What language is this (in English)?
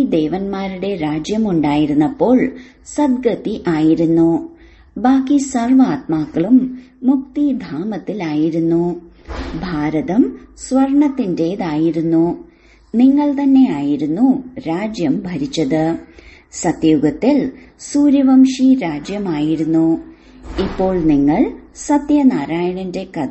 Malayalam